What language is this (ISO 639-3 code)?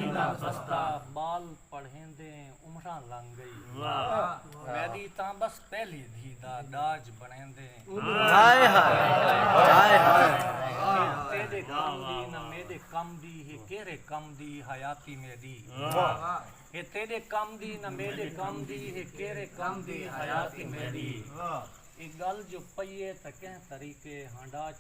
skr